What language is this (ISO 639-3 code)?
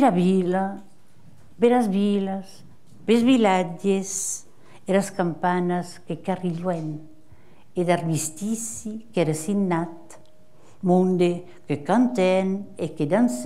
oci